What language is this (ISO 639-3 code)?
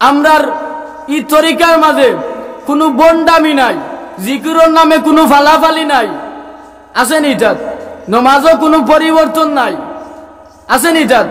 syl